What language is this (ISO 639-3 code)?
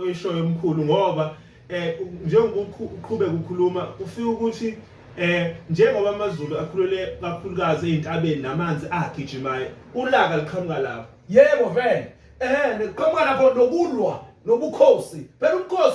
zul